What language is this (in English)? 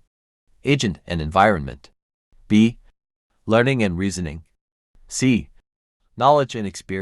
English